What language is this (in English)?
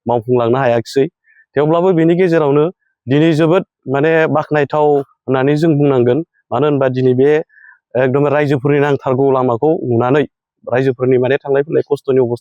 Bodo